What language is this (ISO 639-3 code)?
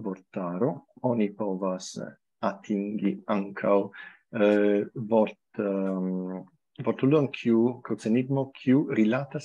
epo